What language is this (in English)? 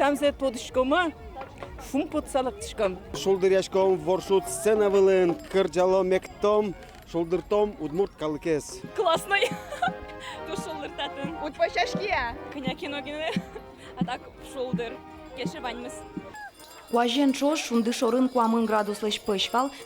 Udmurt